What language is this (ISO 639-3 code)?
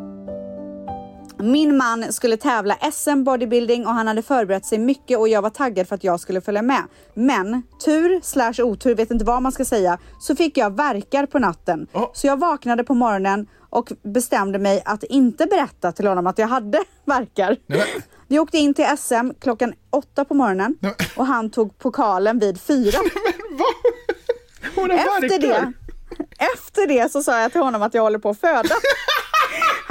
swe